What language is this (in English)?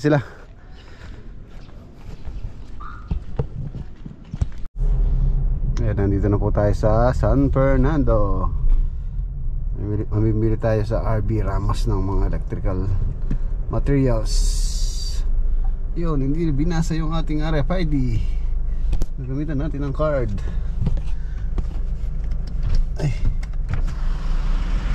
Filipino